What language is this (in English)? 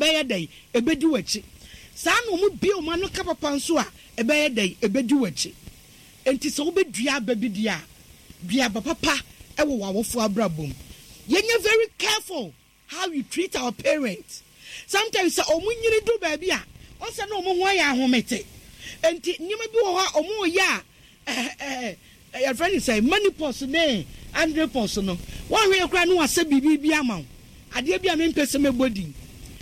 Akan